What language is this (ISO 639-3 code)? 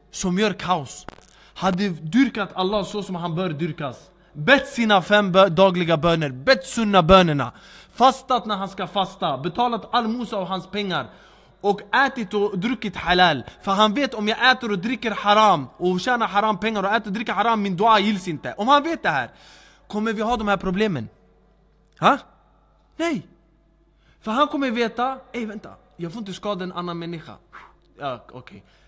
swe